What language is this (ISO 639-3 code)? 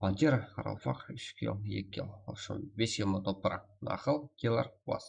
kaa